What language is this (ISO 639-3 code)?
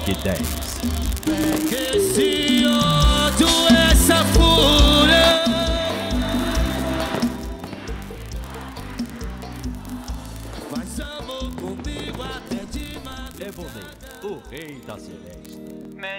por